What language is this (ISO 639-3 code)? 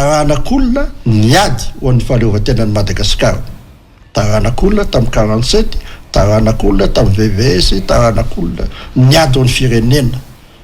mlg